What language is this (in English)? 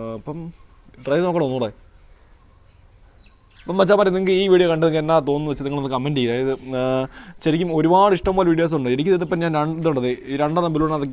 Malayalam